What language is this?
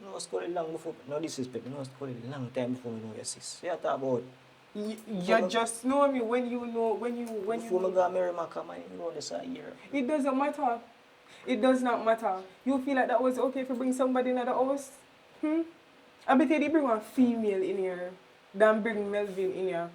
Jamaican Creole English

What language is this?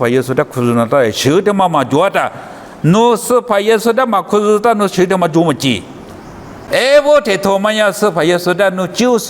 Lisu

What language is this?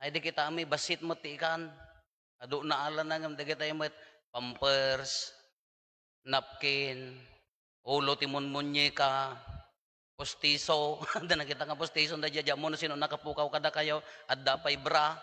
Iloko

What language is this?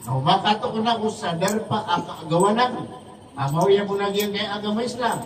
Maranao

